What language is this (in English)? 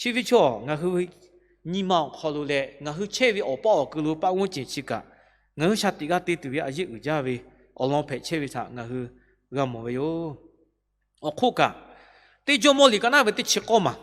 Lahu